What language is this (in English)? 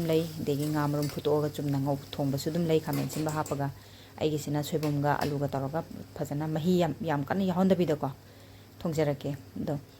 Manipuri